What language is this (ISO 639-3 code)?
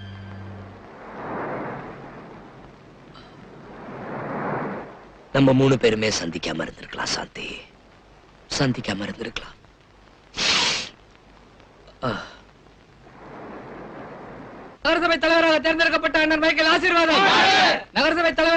tam